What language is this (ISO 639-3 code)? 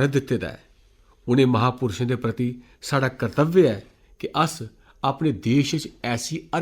doi